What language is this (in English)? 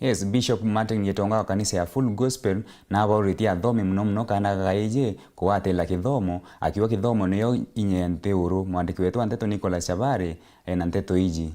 Meru